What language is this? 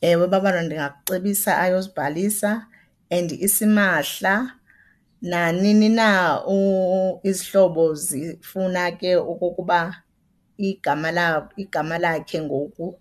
Xhosa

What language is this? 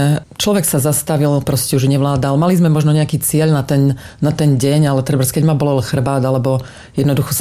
Slovak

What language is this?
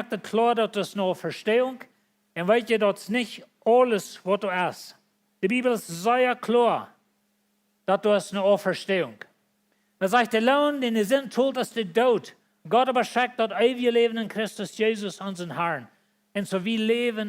Plautdietsch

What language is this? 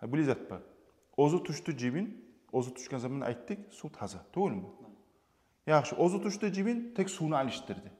Kumyk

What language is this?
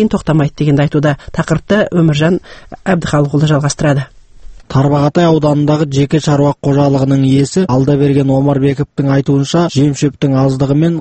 Kazakh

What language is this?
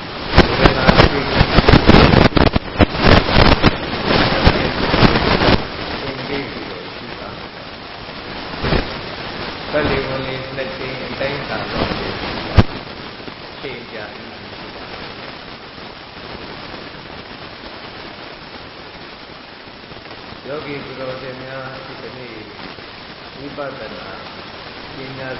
Burmese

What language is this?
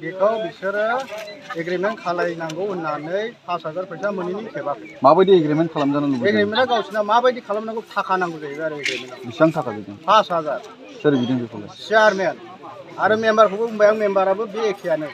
Bodo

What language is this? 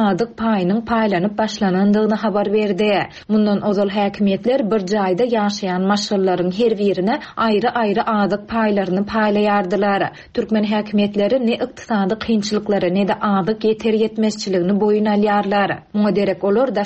Turkmen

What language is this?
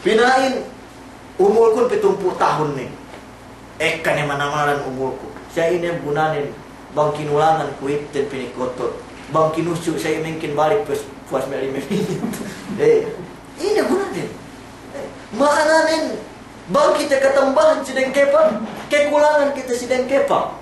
Yakan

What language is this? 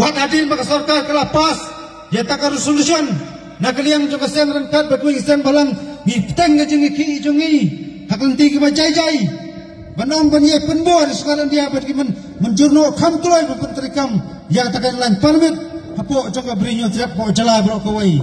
Khasi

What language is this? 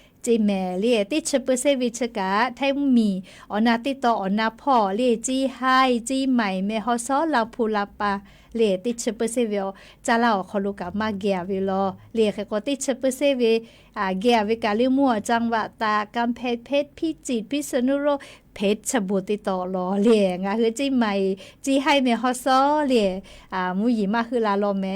Lahu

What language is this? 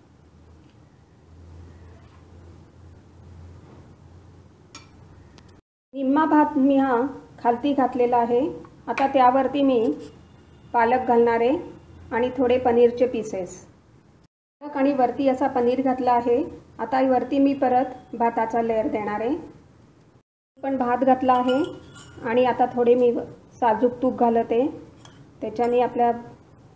Marathi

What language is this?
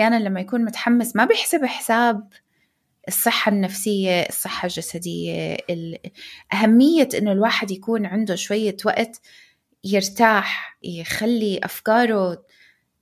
North Levantine Arabic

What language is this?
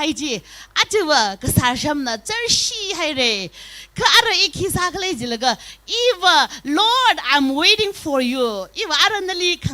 Tangkhul Naga (India)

